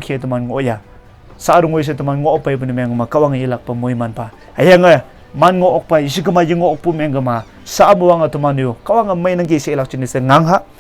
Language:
Konyak Naga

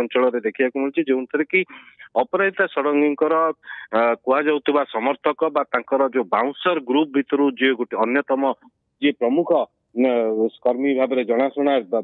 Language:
Odia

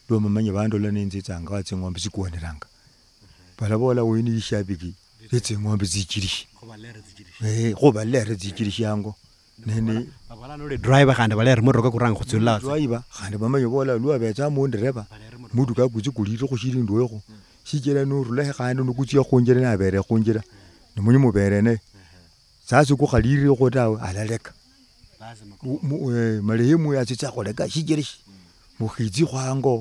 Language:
Luyia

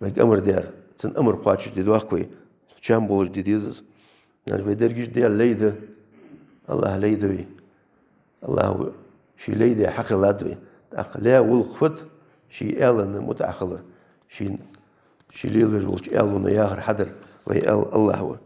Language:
Ingush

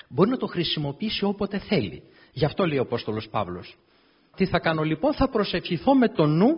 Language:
Greek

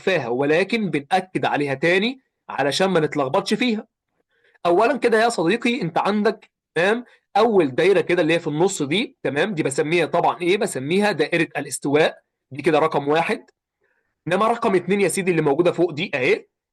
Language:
Egyptian Arabic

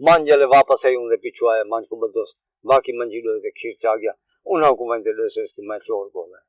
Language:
Saraiki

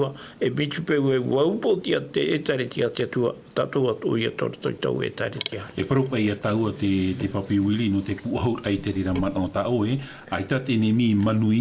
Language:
Tahitian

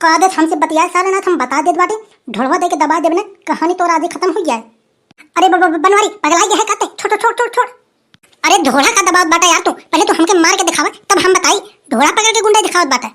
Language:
Awadhi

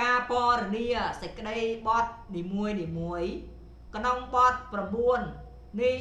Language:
Khmer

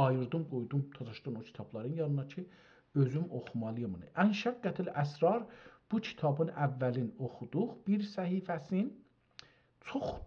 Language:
South Azerbaijani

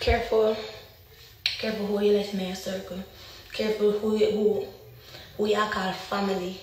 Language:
Jamaican Creole English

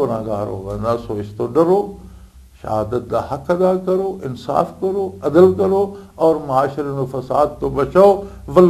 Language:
Western Panjabi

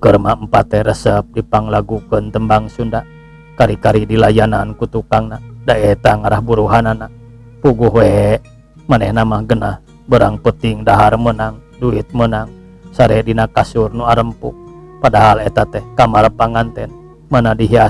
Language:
Sundanese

